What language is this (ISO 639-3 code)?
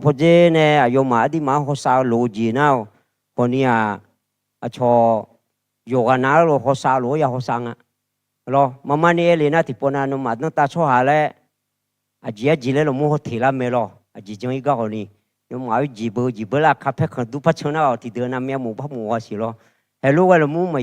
ahk